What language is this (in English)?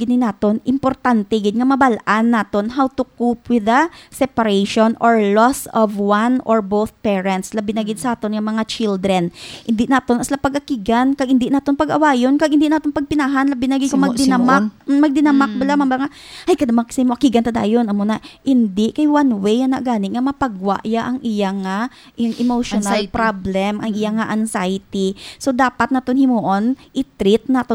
Hiligaynon